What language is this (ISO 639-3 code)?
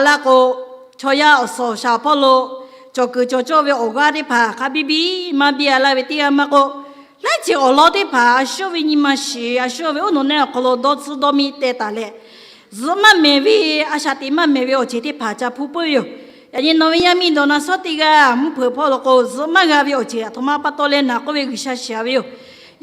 lhu